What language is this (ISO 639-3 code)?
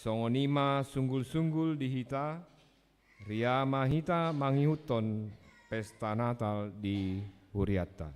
bbc